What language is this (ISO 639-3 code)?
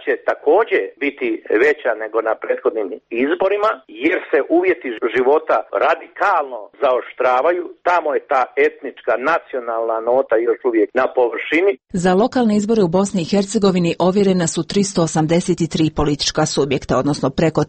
hrv